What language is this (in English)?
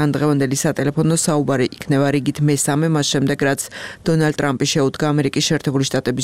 Georgian